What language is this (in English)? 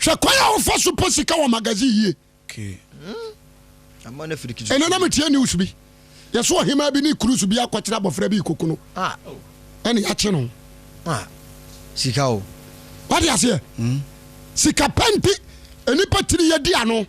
Akan